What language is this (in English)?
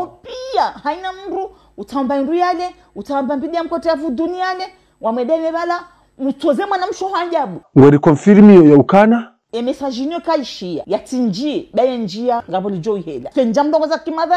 Ngazidja Comorian